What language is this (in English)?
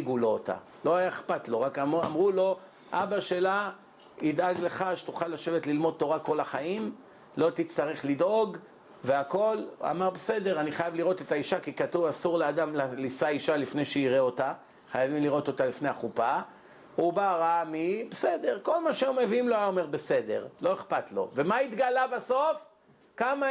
Hebrew